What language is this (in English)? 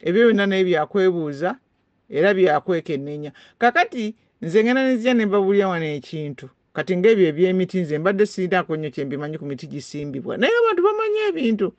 Ganda